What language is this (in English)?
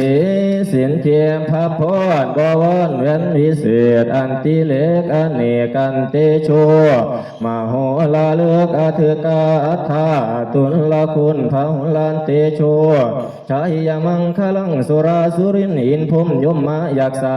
Northeastern Thai